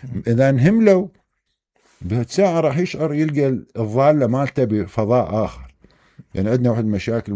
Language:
Mesopotamian Arabic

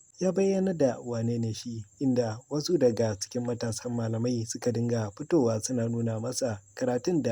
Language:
Hausa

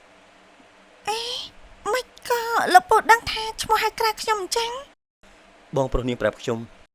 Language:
Khmer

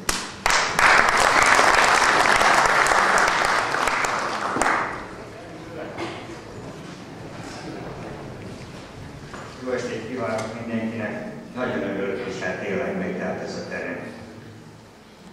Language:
Hungarian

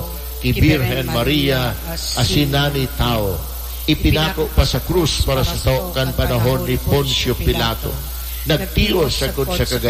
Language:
Bikol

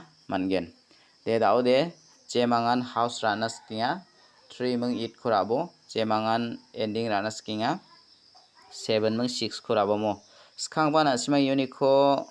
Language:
Garo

